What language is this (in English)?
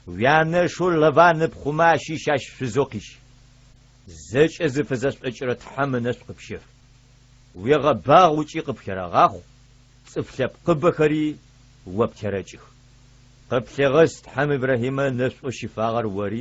Adyghe